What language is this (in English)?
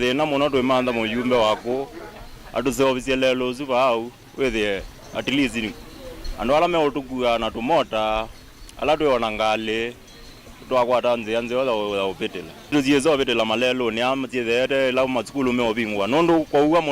Kamba